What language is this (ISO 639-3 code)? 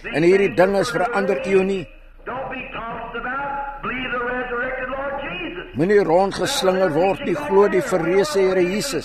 afr